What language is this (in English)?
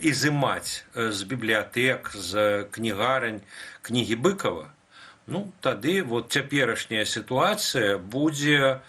Belarusian